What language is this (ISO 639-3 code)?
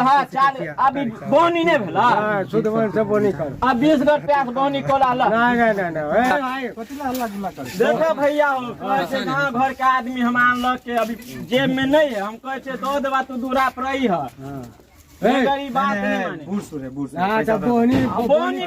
mai